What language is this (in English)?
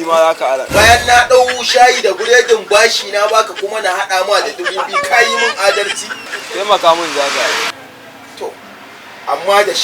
Hausa